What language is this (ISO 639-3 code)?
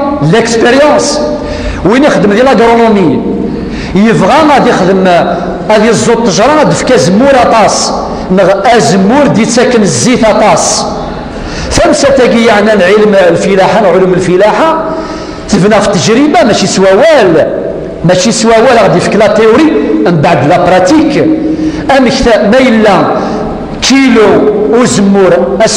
kab